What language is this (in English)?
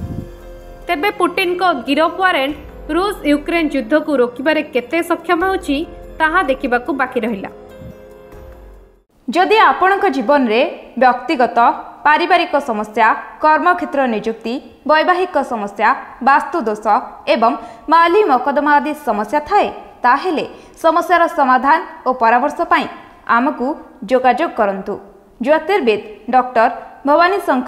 Odia